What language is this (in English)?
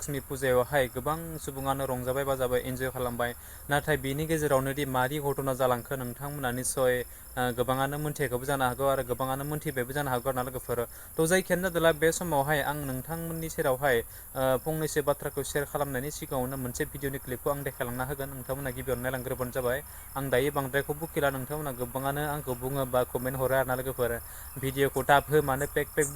Bodo